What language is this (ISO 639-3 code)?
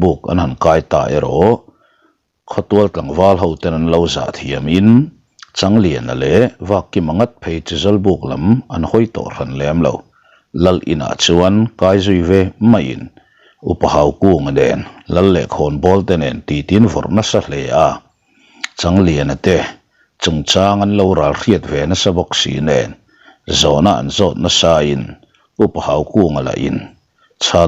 lus